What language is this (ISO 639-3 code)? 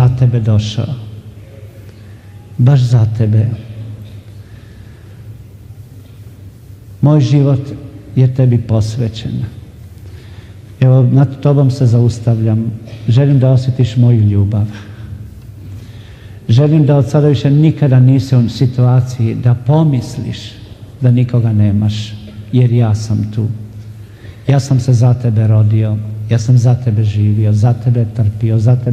hrv